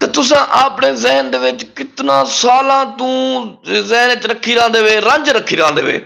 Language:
Saraiki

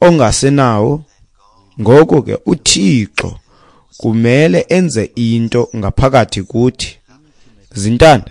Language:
Xhosa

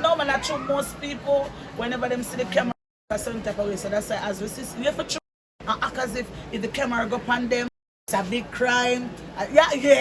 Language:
Jamaican Creole English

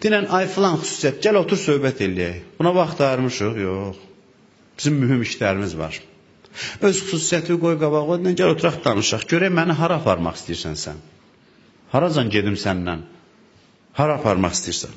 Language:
Azerbaijani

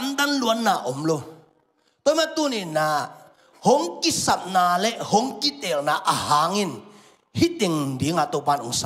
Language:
Tedim Chin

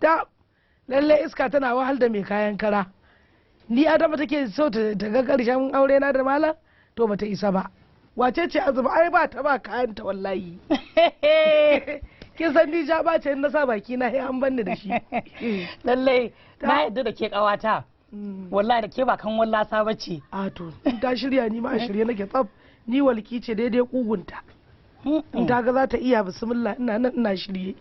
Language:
Hausa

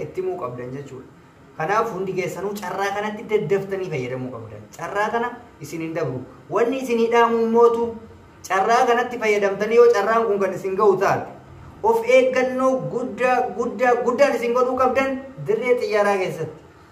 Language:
Oromo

